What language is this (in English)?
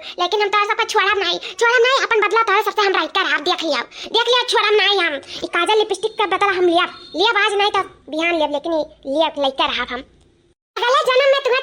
Awadhi